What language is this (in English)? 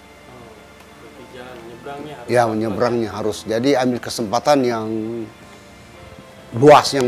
Indonesian